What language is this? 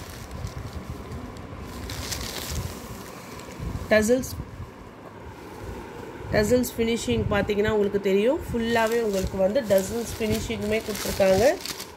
Tamil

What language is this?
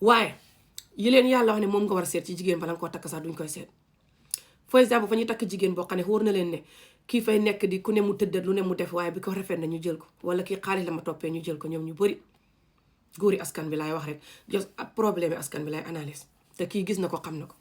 Wolof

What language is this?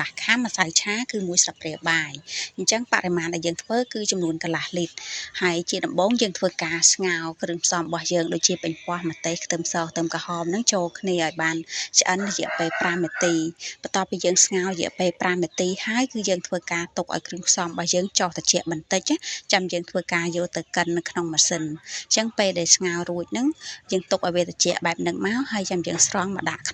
Khmer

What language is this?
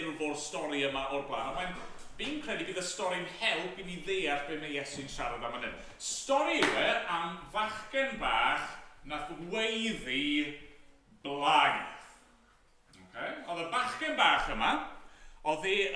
Welsh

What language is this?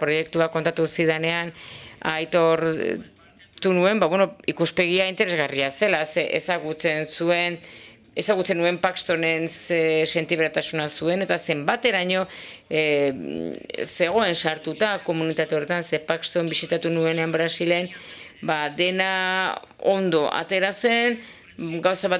Basque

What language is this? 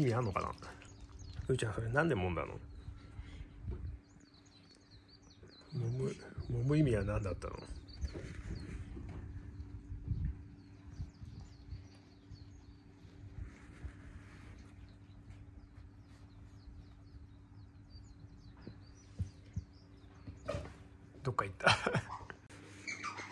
Japanese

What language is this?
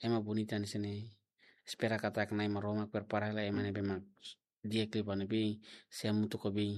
Tetum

